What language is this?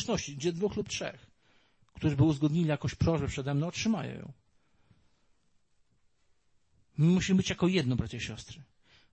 Polish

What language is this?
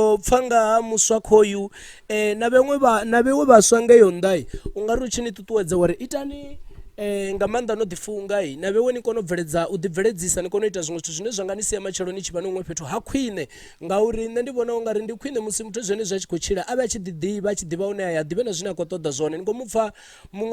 Venda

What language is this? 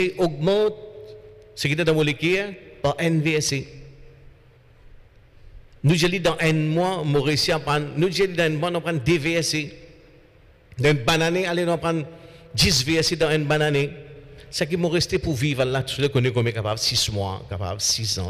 French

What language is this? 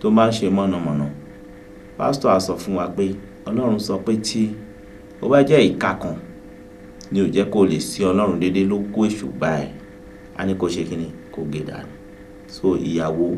Yoruba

